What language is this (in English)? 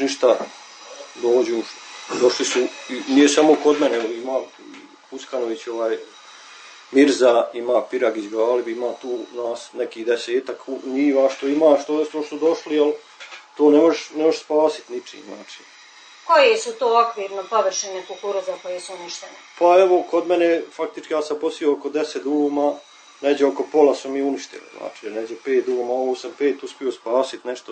Bosnian